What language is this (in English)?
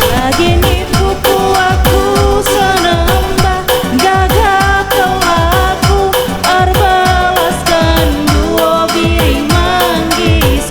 Batak Karo